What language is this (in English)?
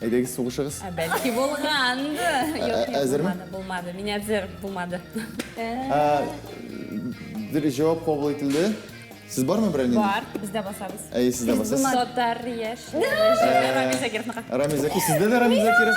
Tatar